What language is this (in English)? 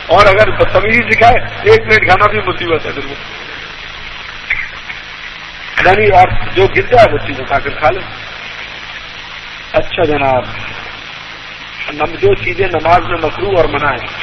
Urdu